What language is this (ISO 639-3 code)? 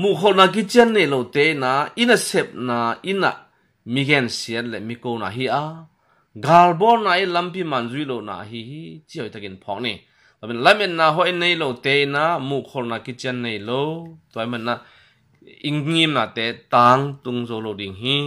ctd